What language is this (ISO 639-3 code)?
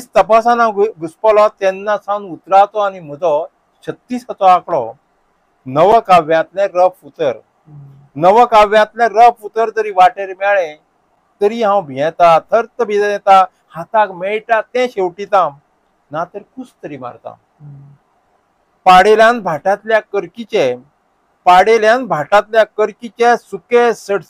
kok